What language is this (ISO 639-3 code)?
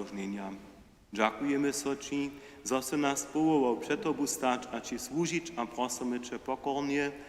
hsb